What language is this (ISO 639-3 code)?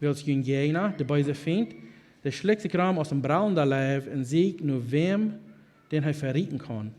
pdt